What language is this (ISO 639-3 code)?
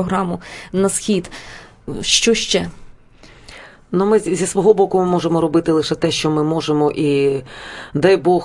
ukr